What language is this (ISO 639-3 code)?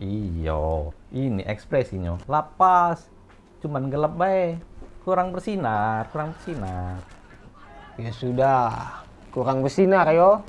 mui